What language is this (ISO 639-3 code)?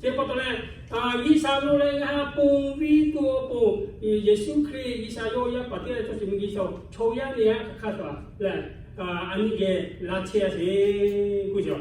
lhu